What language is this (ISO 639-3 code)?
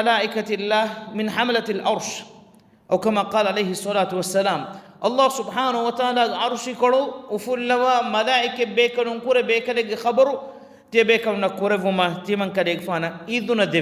div